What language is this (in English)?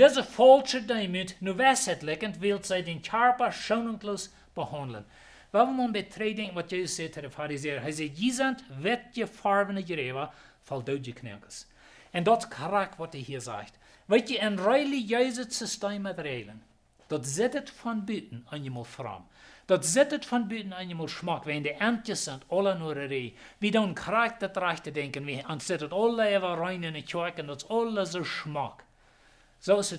Plautdietsch